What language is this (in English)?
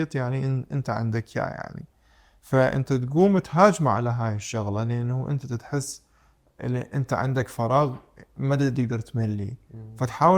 Mesopotamian Arabic